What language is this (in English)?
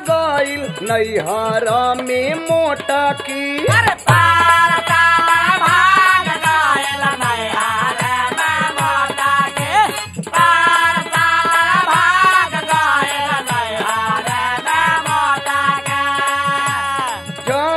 Bhojpuri